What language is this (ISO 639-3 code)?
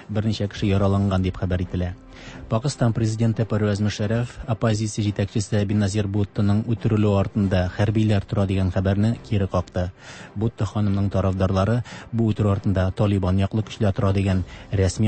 tat